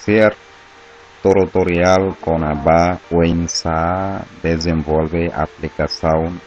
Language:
Tetum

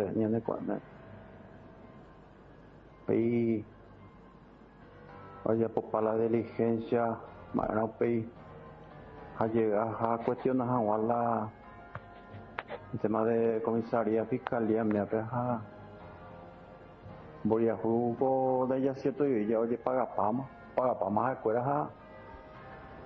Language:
Spanish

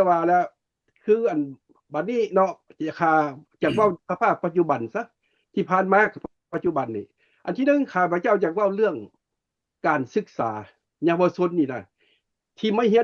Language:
Lao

